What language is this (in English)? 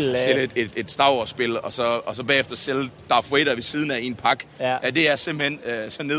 Danish